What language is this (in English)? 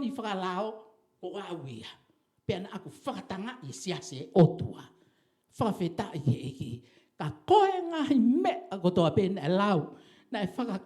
Tongan